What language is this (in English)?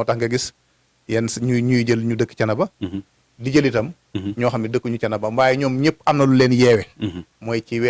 Wolof